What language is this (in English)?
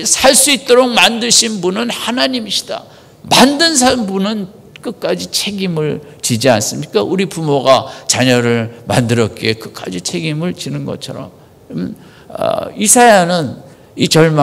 Korean